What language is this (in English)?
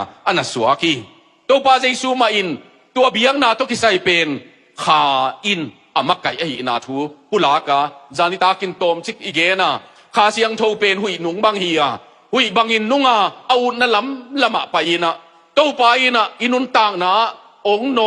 Tedim Chin